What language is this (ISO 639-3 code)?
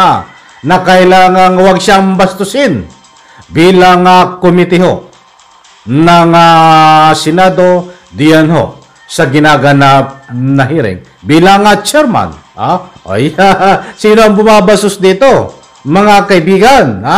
fil